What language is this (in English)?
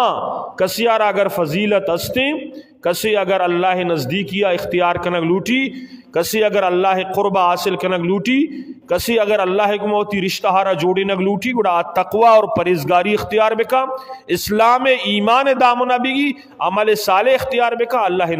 Eastern Balochi